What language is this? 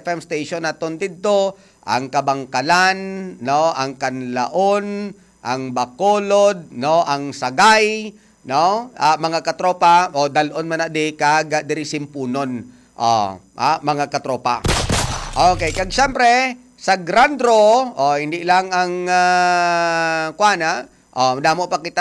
Hiligaynon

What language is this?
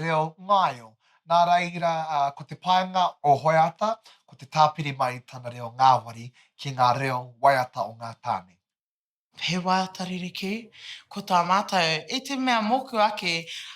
Māori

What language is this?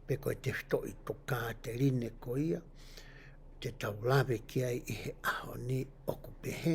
Tongan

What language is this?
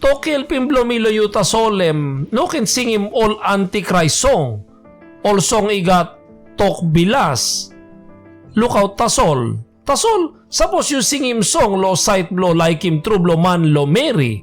Tok Pisin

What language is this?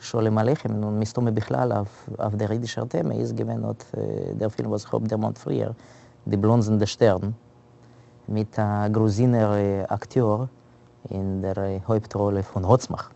Yiddish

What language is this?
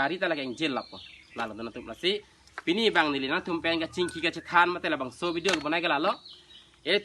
Karbi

